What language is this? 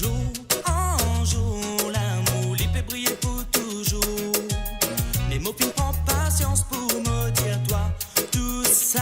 Morisyen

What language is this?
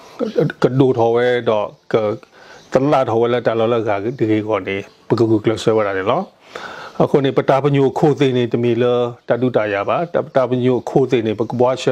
S'gaw Karen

